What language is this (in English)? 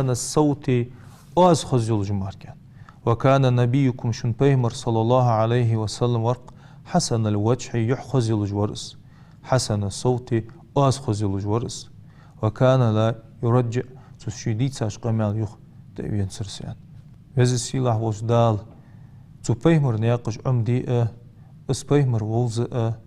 Ingush